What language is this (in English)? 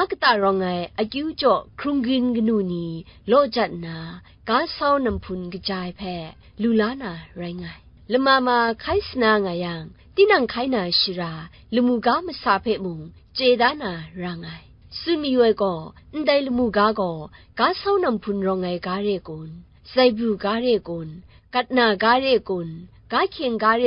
Kachin